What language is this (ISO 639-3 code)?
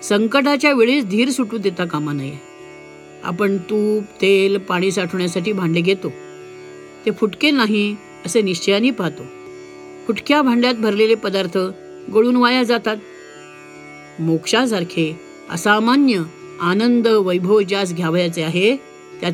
mar